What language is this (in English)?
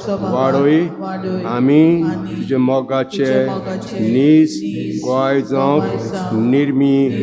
Konkani